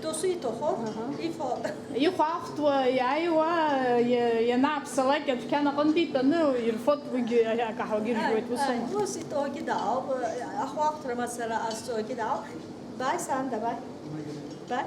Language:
Abkhazian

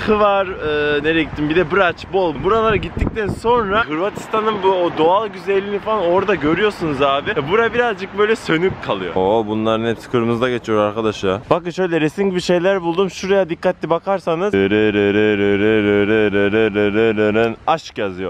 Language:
Turkish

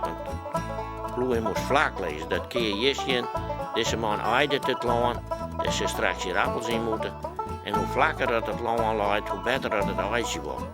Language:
Western Frisian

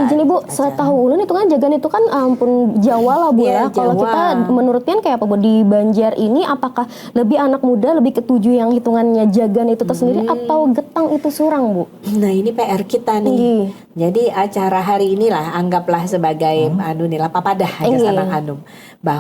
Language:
Banjar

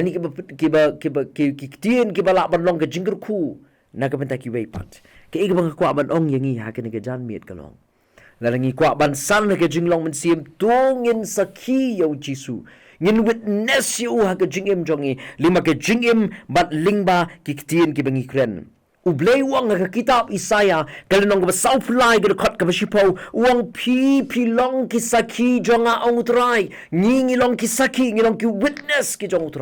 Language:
Khasi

